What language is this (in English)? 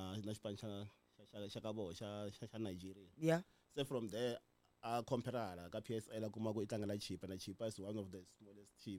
Tsonga